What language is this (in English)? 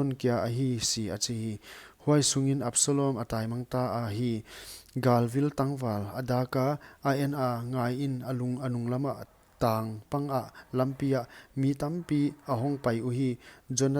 Paite Chin